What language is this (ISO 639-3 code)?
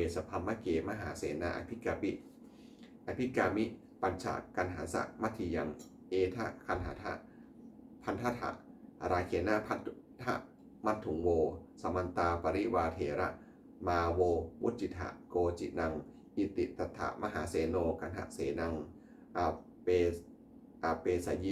pli